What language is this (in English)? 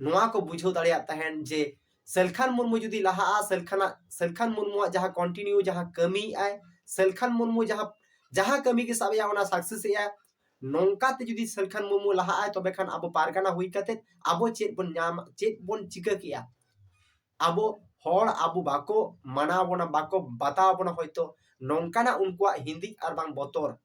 Santali